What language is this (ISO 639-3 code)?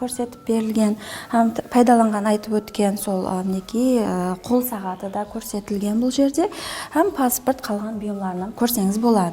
kaa